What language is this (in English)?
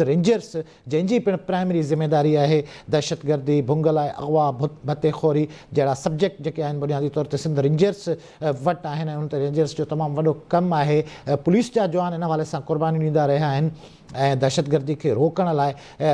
Sindhi